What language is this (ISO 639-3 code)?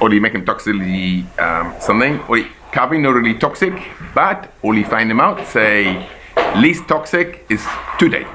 bis